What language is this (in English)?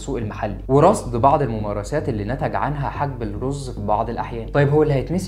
Egyptian Arabic